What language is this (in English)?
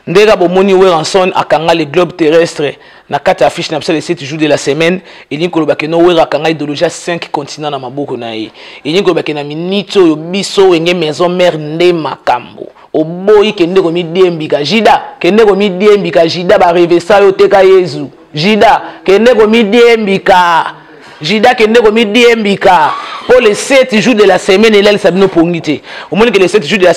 Lingala